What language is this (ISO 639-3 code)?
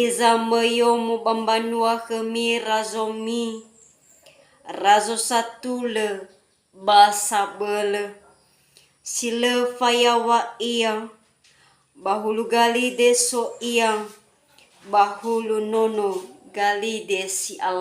nia